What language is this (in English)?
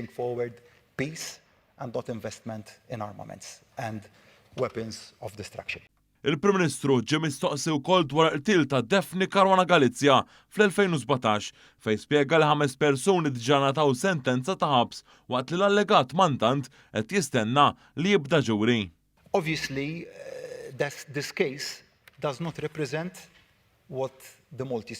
Maltese